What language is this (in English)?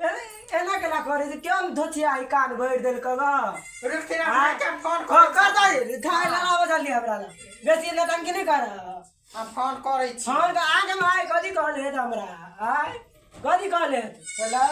Maithili